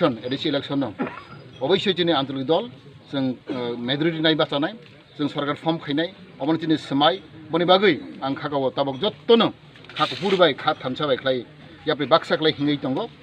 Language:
Kok Borok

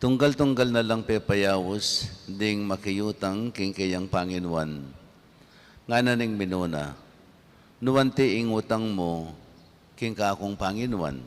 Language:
Pampanga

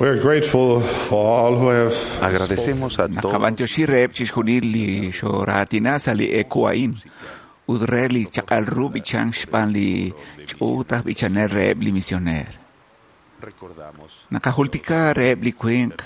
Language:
Kekchí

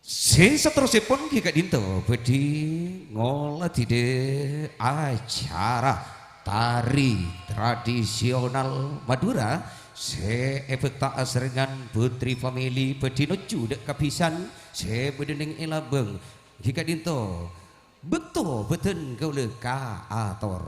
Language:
Madurese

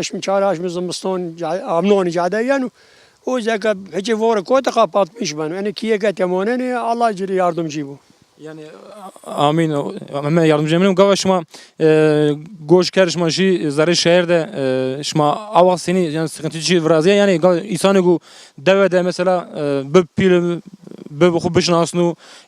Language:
Zaza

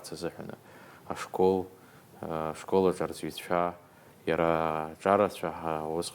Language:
Abkhazian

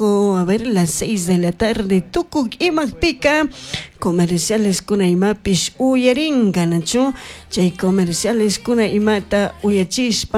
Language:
Chimborazo Highland Quichua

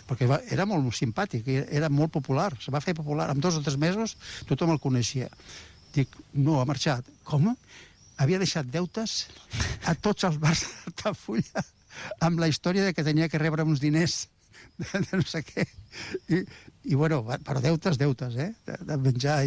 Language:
Catalan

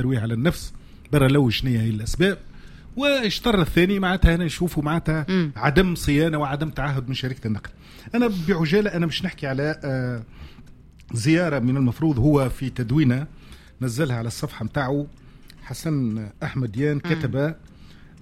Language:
Tunisian Arabic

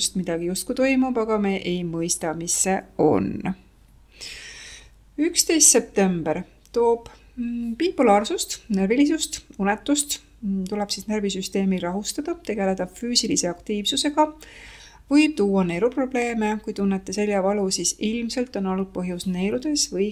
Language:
Estonian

